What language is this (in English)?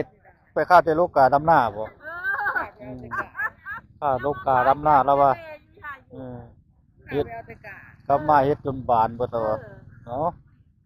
Northeastern Thai